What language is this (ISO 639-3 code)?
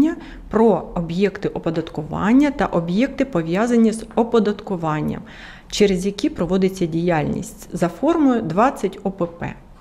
ukr